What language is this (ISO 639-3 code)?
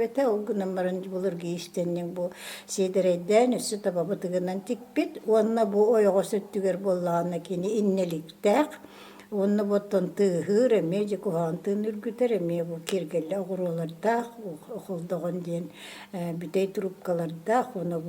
sah